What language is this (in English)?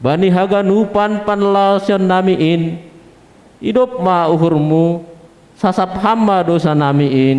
Batak Simalungun